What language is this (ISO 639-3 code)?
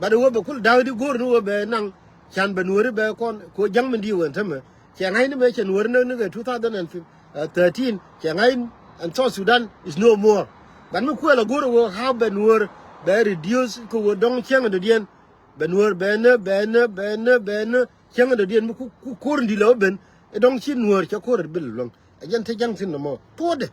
nus